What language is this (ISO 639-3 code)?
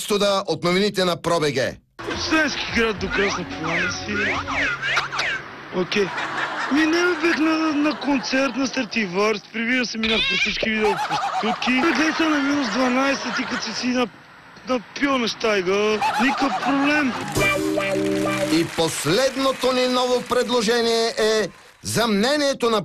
bul